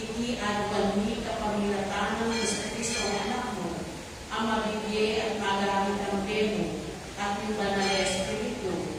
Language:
Pampanga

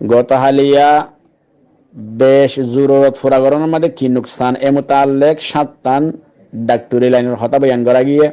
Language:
Rohingya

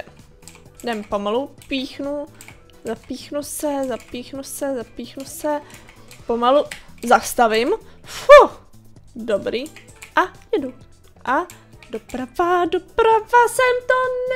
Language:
Czech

